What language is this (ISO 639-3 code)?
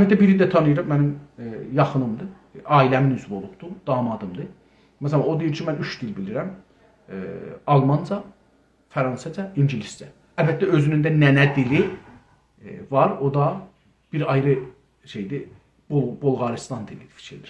azb